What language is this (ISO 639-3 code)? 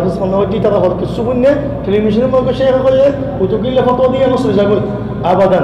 rhg